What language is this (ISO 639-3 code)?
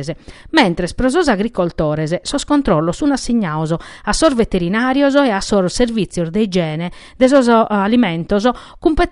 srd